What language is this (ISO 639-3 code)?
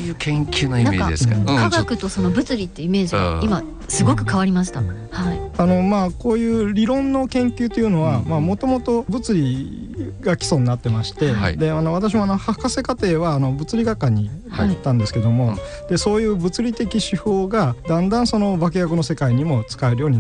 jpn